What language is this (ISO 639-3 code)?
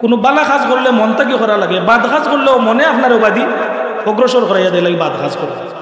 syl